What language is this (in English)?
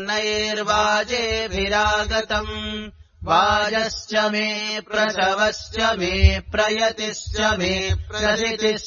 Sanskrit